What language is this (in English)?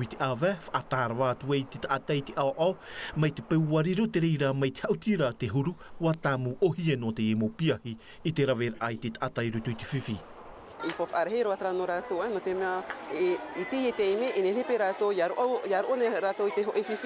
Tahitian